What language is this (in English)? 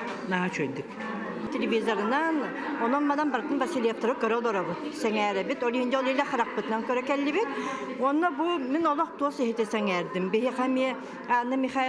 Yakut